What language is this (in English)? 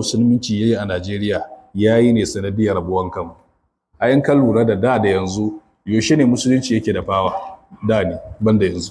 Hausa